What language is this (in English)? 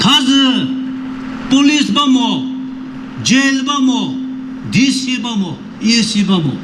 Chokri Naga